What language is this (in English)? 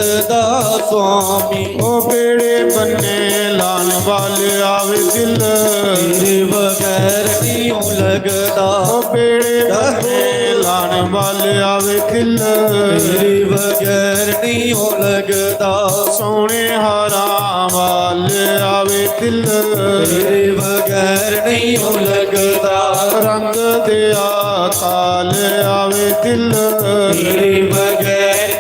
Dogri